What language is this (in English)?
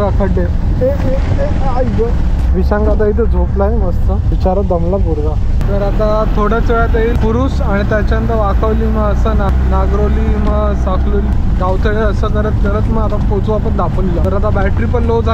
Marathi